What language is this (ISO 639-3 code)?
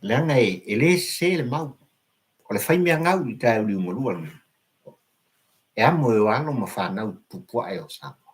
smo